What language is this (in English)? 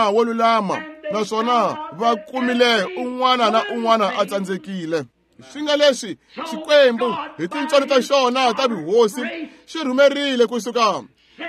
Tsonga